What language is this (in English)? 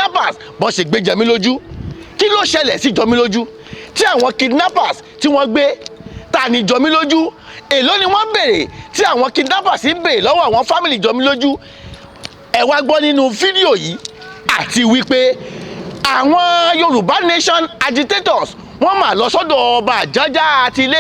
Yoruba